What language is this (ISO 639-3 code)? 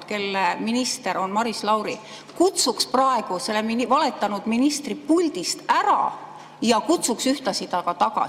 est